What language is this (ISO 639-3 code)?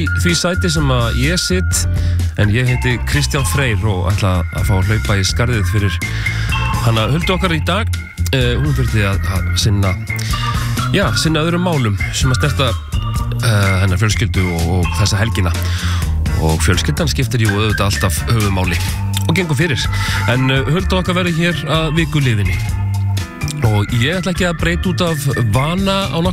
isl